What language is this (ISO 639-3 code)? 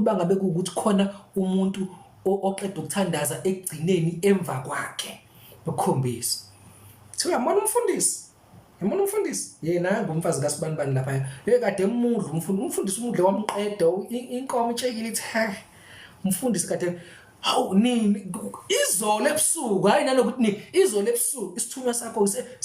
zul